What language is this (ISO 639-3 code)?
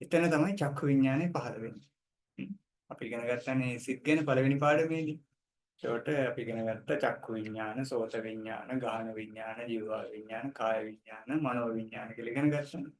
sin